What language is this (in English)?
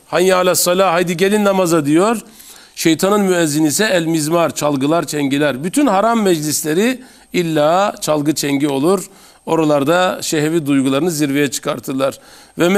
Turkish